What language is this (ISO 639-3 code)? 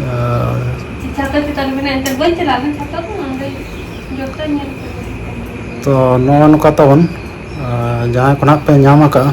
sat